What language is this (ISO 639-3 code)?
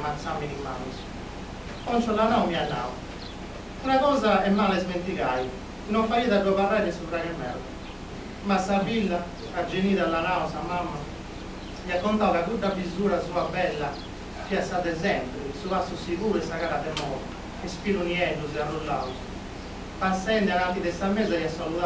srd